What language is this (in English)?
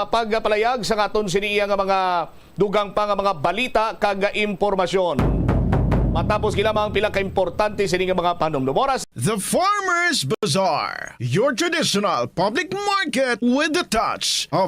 Hiligaynon